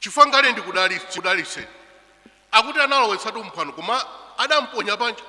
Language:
Nyanja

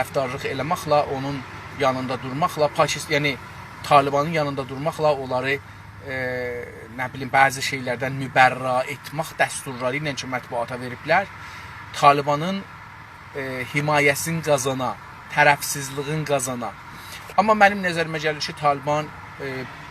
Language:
South Azerbaijani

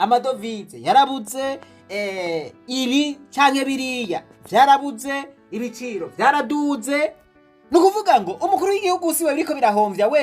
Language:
Rundi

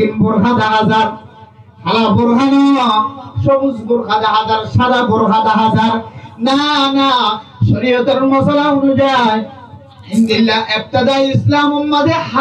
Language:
Rohingya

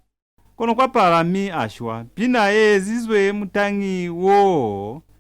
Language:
Lozi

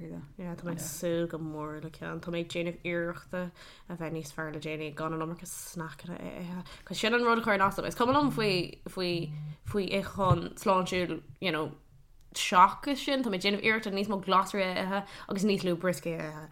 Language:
Irish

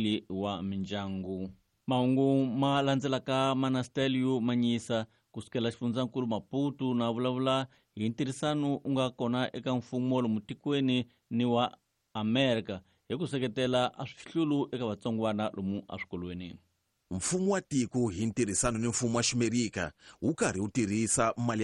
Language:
Tsonga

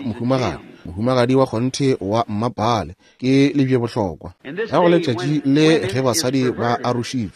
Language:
Northern Sotho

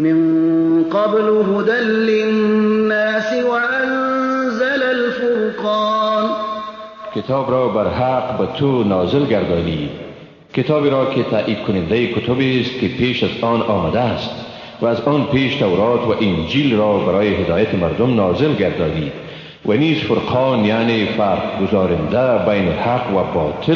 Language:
Persian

